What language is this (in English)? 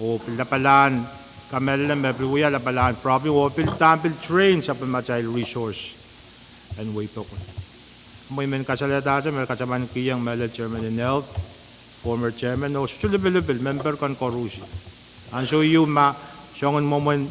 Pohnpeian